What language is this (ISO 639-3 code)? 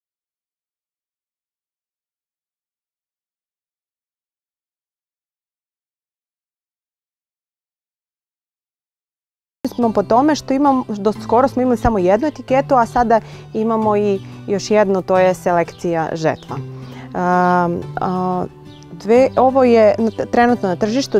srp